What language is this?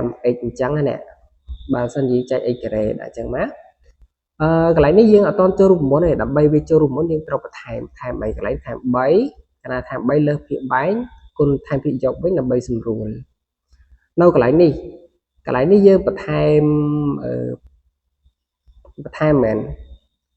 Khmer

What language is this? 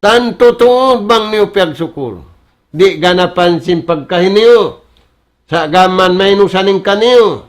Tausug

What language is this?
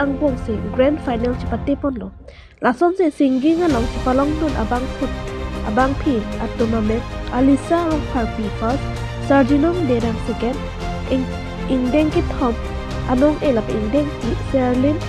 Karbi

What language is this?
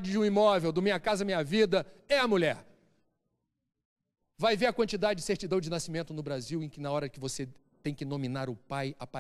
Portuguese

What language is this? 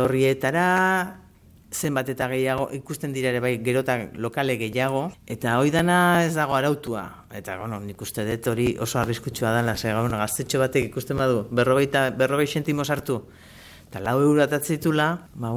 Basque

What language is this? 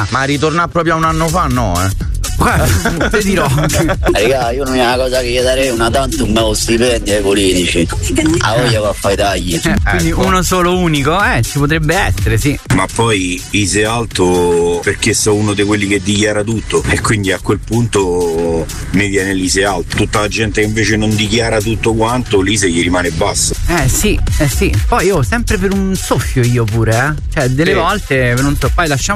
Italian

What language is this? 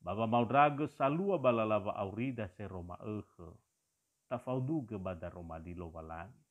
Nias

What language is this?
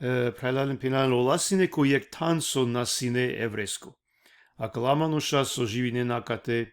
Balkan Romani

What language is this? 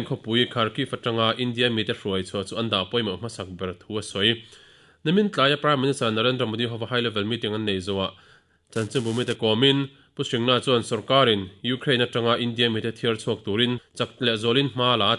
Mizo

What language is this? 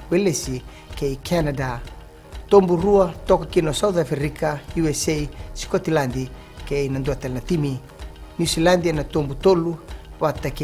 Fijian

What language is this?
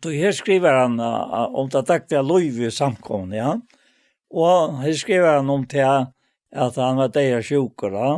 Faroese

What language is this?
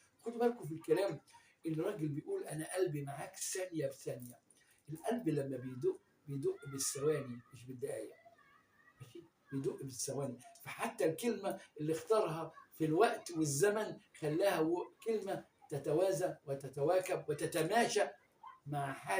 Egyptian Arabic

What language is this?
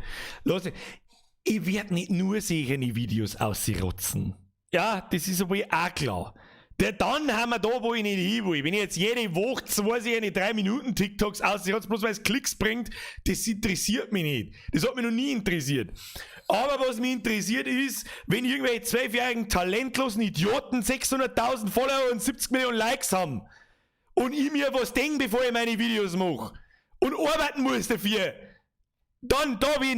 Bavarian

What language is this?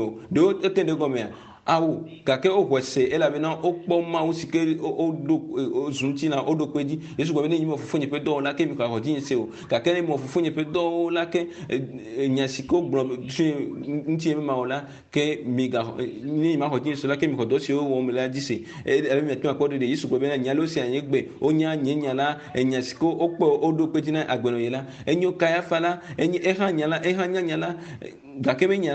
Ewe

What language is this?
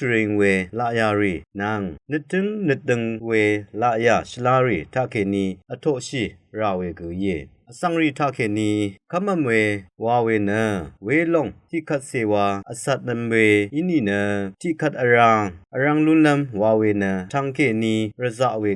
Rawang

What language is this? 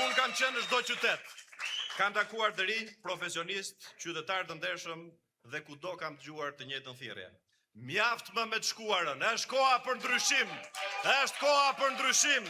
Albanian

